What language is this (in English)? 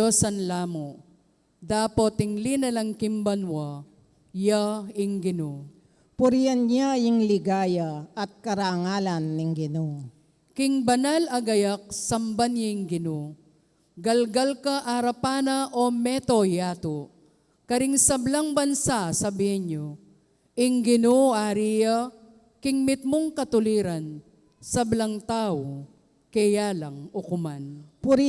Pampanga